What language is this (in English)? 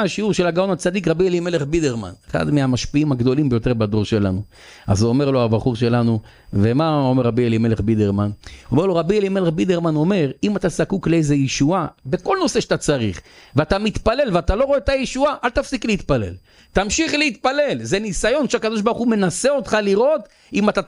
Hebrew